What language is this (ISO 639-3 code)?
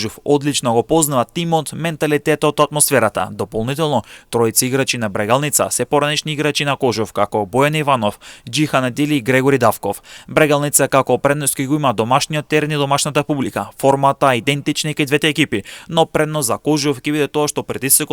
mkd